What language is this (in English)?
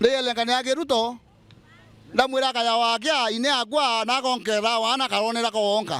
Meru